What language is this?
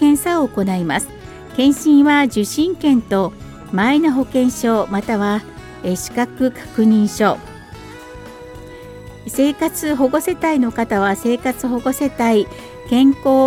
Japanese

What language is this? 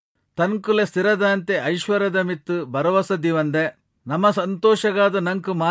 Tulu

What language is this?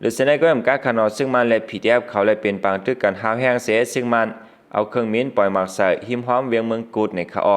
Shan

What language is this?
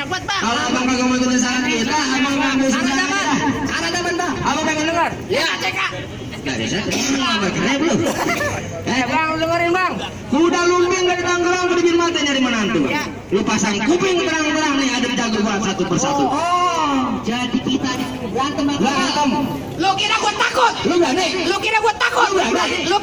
Betawi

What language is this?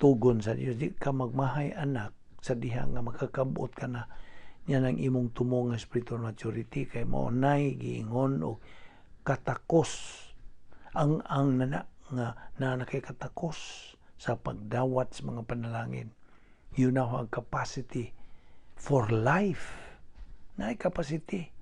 Cebuano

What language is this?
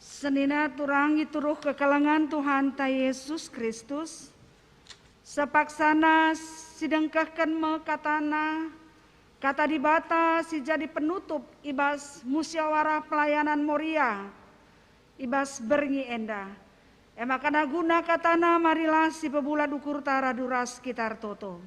Batak Karo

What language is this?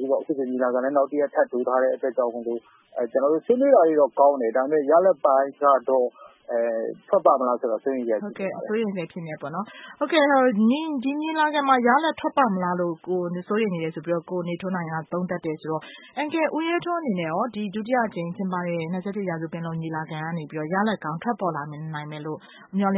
Burmese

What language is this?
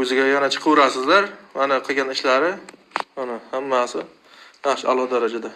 Uzbek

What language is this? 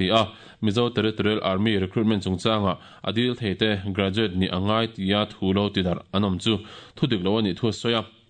Mizo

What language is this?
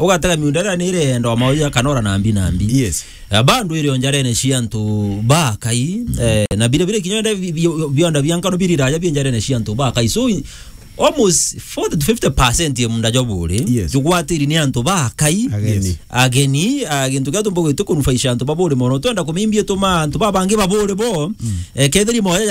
Meru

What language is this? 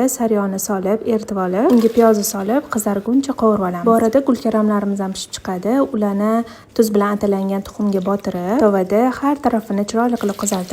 Uzbek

